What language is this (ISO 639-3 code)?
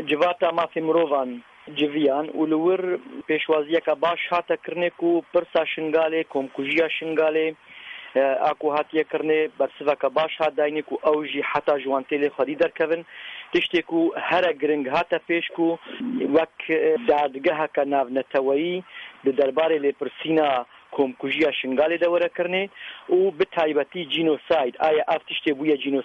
kur